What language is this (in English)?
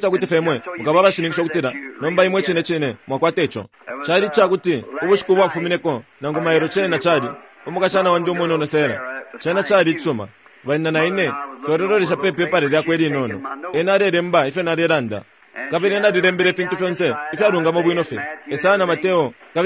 Bemba